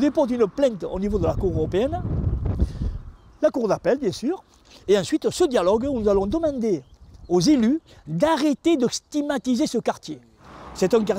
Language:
French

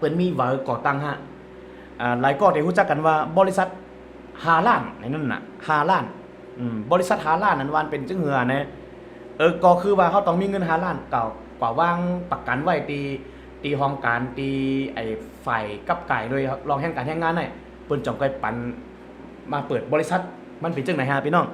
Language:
Shan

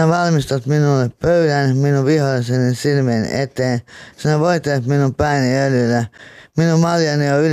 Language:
Finnish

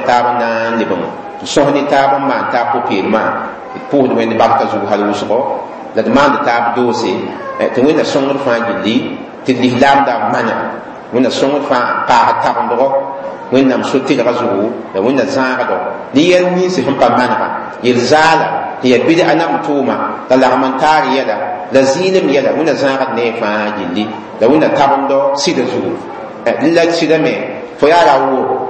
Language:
Mossi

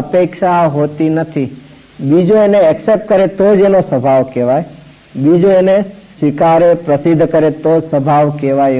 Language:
Gujarati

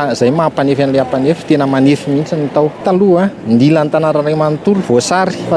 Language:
Malagasy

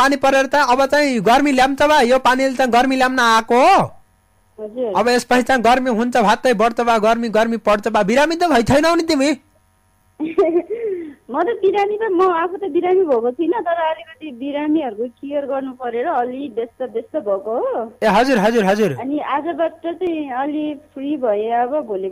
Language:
Nepali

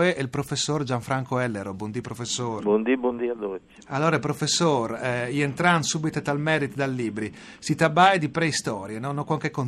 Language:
Friulian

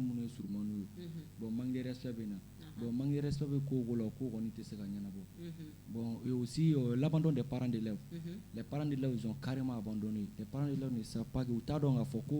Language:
Bambara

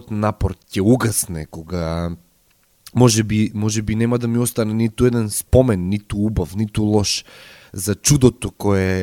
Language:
Macedonian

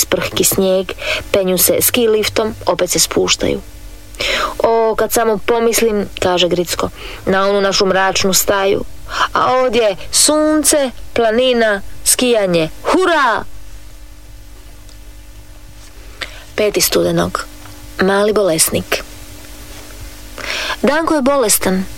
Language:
Croatian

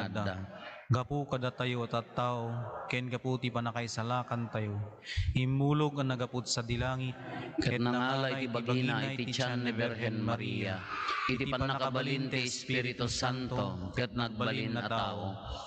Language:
Iloko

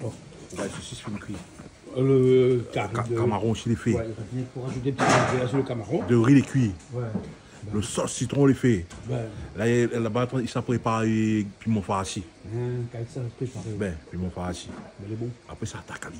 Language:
Réunion Creole French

